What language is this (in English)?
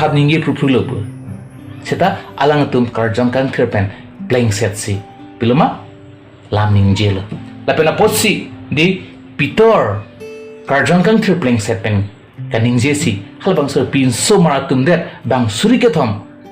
Karbi